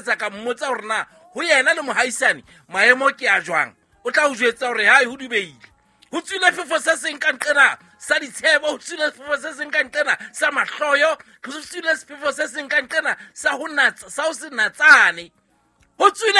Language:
Southern Sotho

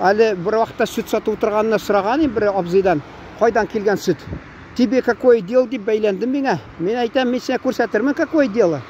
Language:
Tatar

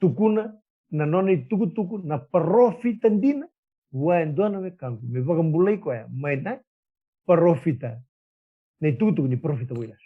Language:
Fijian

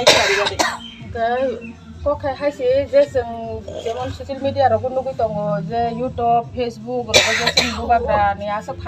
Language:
Kok Borok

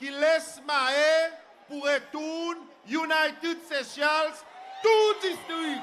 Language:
Seselwa Creole French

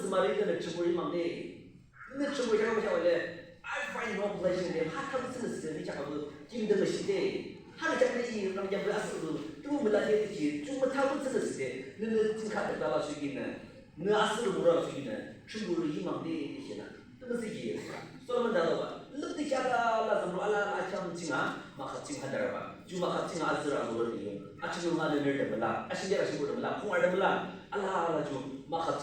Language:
Yimchungru Naga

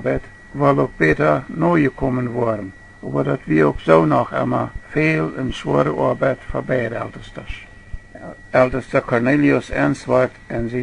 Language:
Plautdietsch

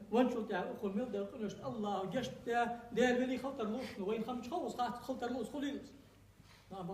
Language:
Ingush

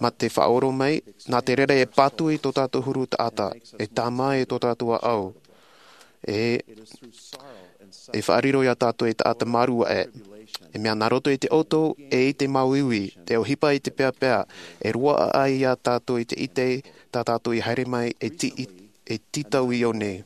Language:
Tahitian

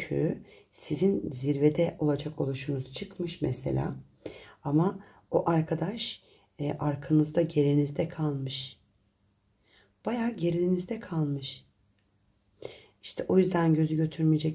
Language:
Turkish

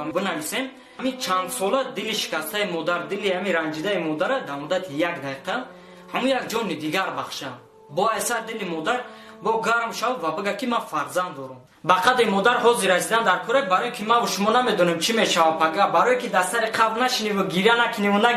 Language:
Tajik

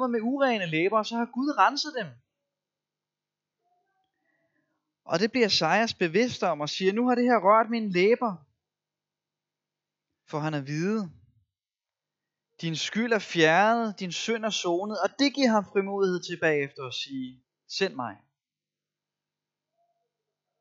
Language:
Danish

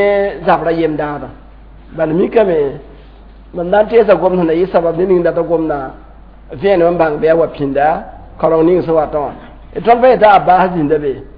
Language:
Mossi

